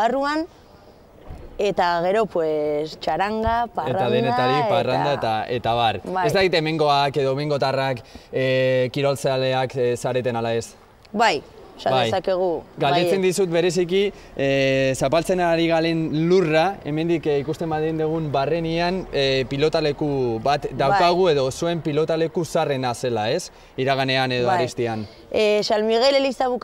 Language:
Basque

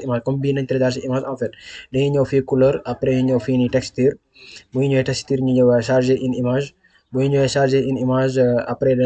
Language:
Wolof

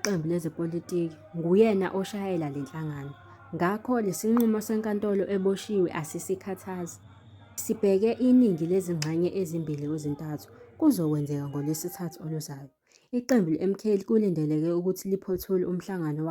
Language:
Zulu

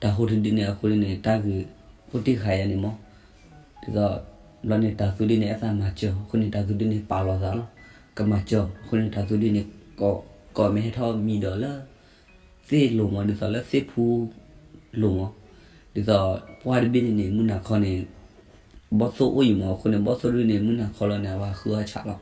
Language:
S'gaw Karen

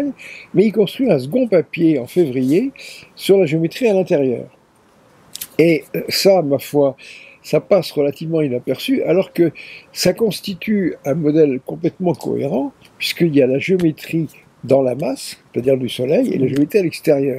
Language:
French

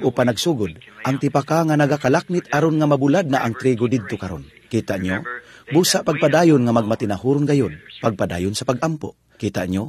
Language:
Cebuano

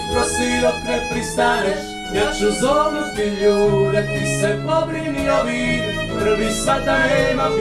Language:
Croatian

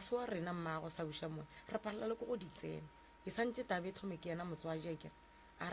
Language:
Northern Sotho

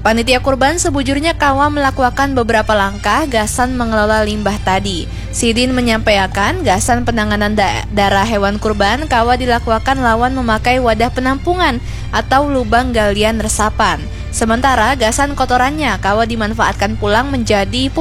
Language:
Banjar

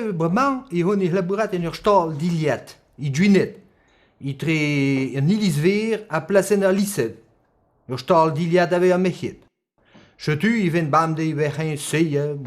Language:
Breton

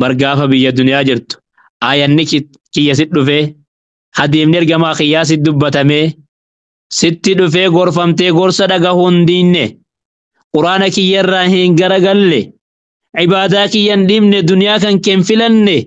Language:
Oromo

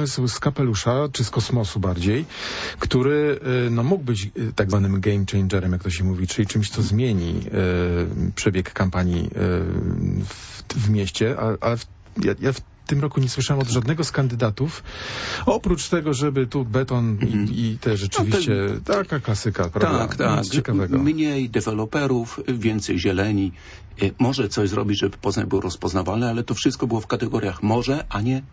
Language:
Polish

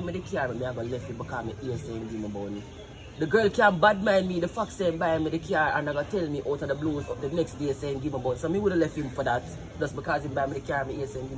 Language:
Jamaican Creole English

